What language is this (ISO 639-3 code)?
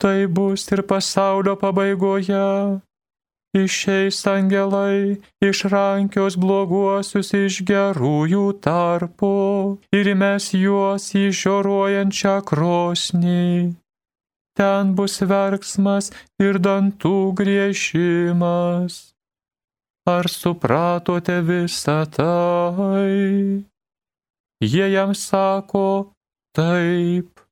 lit